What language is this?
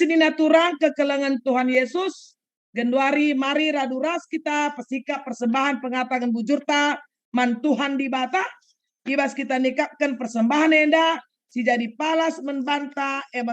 Batak Karo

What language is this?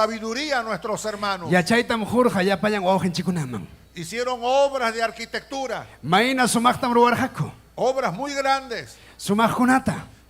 Ayacucho Quechua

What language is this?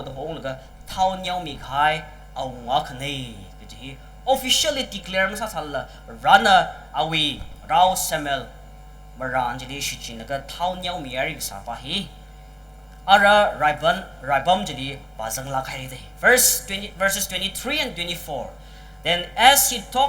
Tangkhul Naga (India)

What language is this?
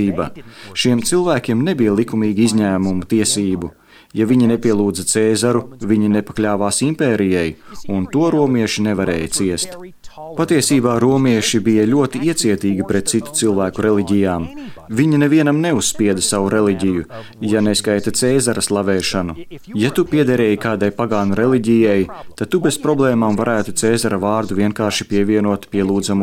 Latvian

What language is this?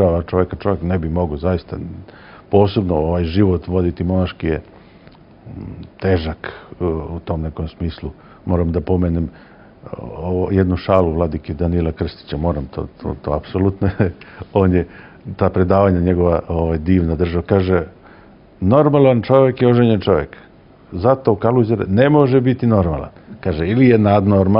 Serbian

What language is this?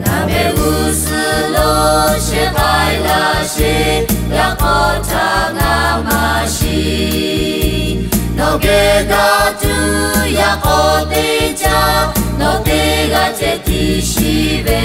Lahu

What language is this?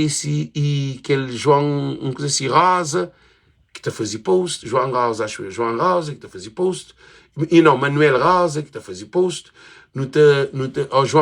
Kabuverdianu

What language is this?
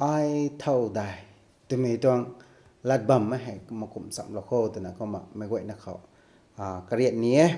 Rongmei Naga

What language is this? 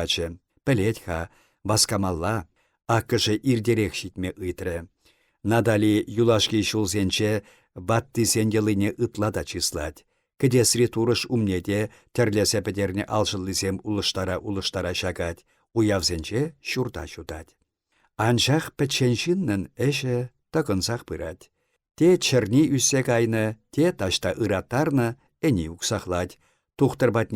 Chuvash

